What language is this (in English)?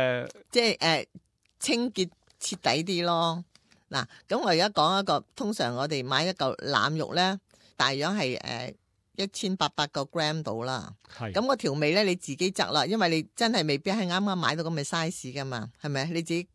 Cantonese